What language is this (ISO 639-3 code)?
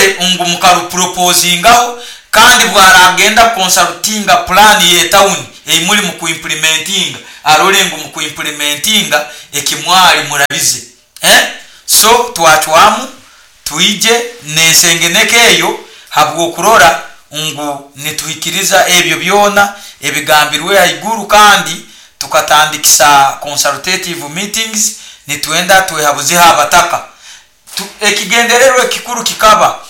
nyo